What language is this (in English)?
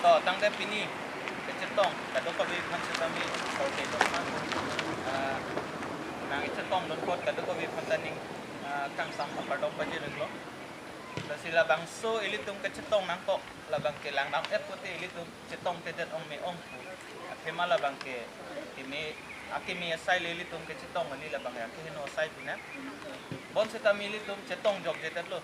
Karbi